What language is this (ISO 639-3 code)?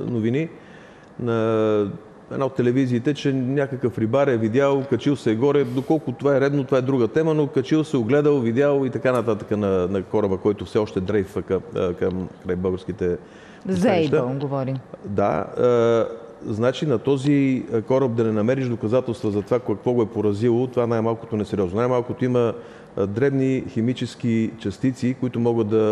bul